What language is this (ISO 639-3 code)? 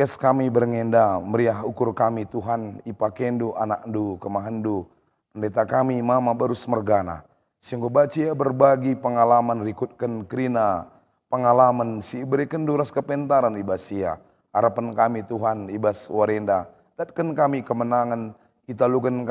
btx